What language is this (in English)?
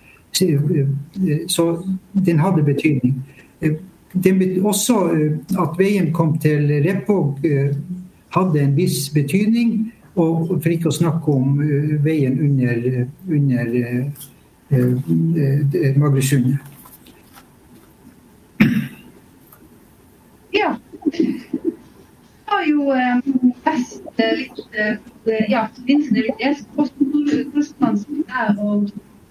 Norwegian